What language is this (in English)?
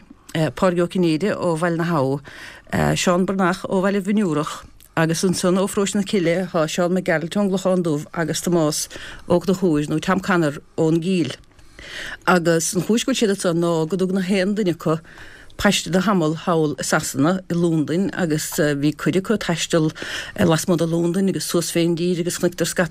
Irish